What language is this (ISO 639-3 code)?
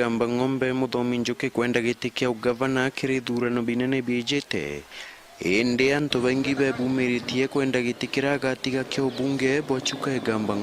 mer